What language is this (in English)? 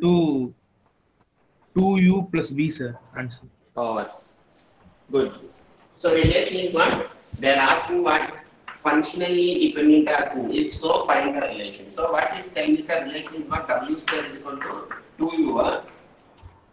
English